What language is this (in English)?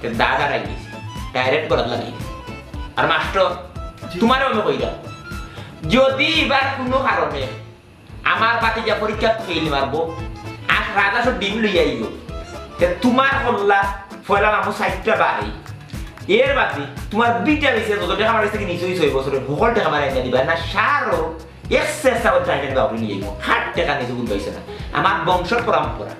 Sylheti